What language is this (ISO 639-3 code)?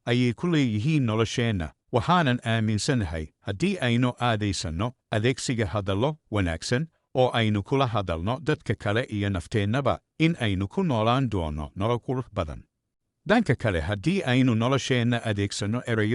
som